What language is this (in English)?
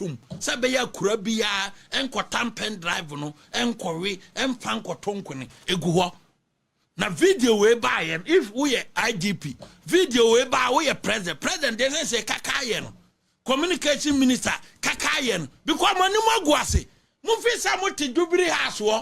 Akan